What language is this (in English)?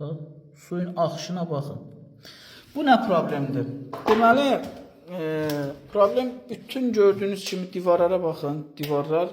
Azerbaijani